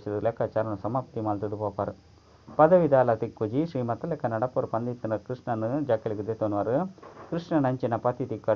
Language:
Tulu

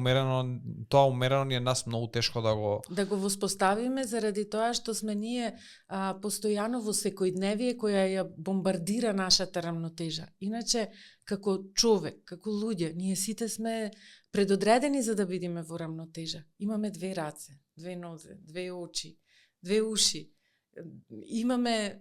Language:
Macedonian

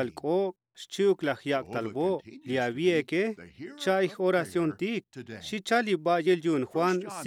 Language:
Tzotzil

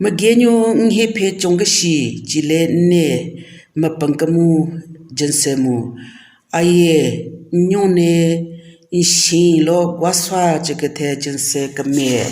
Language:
Southern Rengma Naga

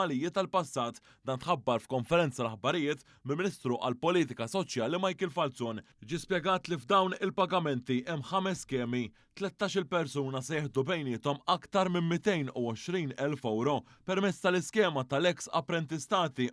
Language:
Maltese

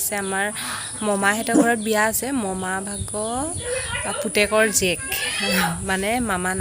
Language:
Assamese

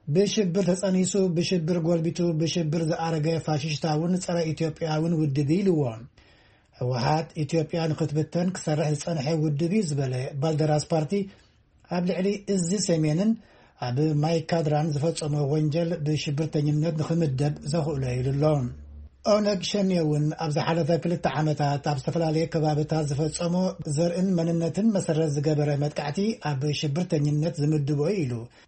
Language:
Tigrinya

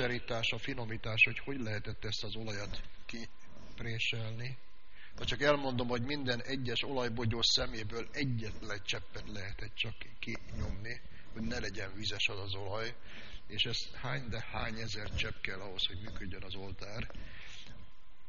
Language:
Hungarian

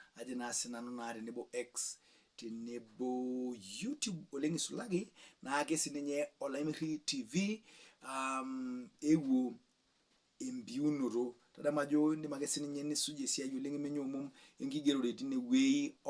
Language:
Masai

